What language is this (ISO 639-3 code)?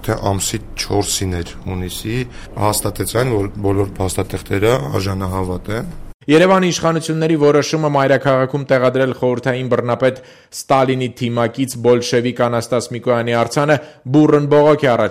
hye